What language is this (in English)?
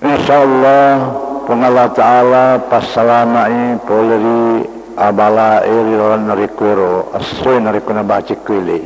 Buginese